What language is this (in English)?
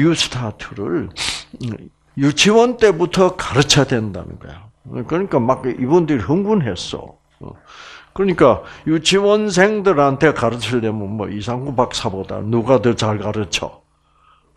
Korean